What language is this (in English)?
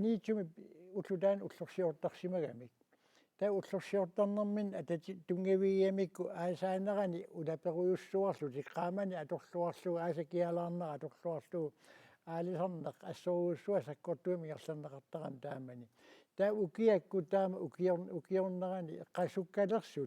Kalaallisut